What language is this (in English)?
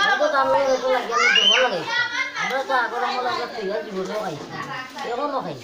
Sylheti